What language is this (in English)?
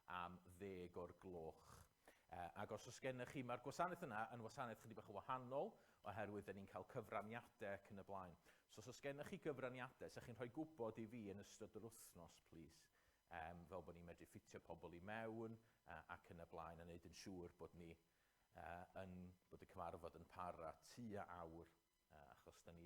Welsh